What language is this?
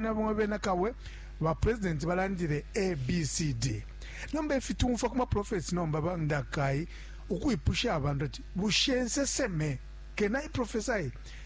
Bemba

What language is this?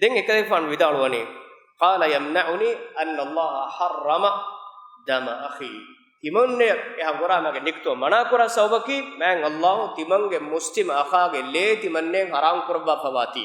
Divehi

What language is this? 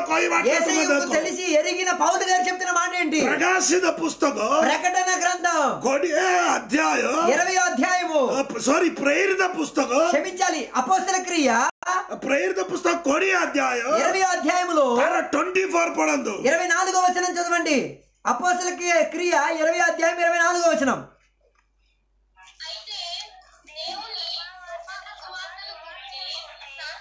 Telugu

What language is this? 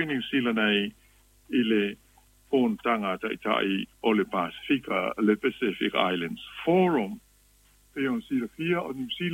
Samoan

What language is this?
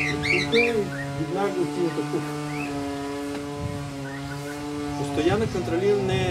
Bulgarian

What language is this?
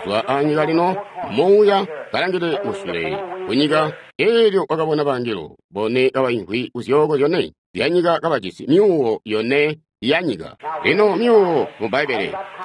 Tonga (Zambia)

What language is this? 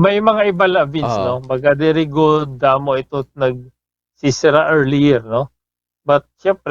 Waray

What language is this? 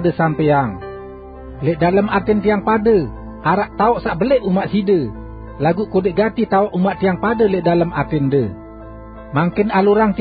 Sasak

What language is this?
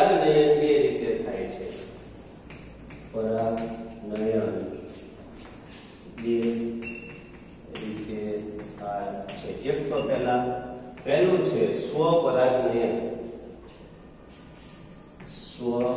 Gujarati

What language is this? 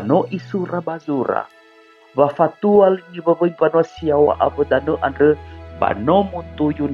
Nias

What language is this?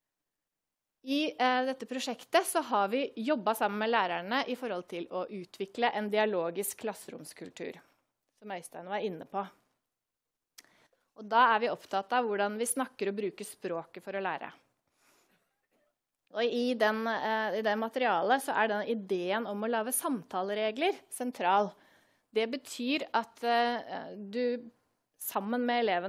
Norwegian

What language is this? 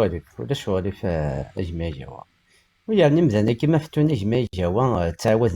Kabyle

